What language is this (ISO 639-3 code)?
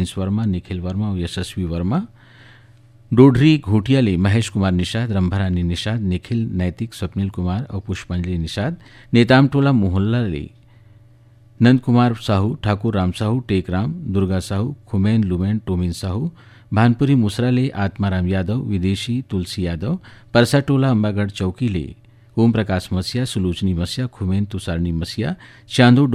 hne